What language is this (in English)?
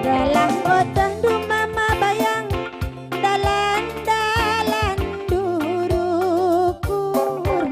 Batak Karo